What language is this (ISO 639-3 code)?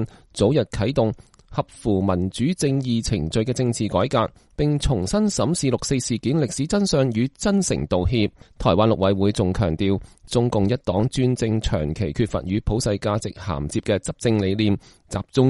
yue